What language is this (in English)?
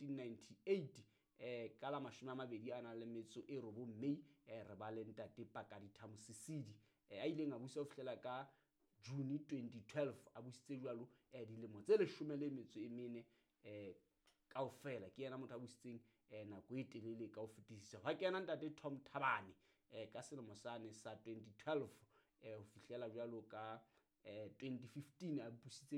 Southern Sotho